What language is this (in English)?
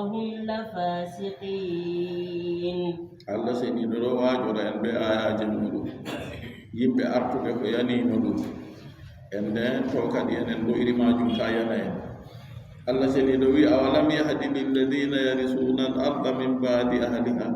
Adamawa Fulfulde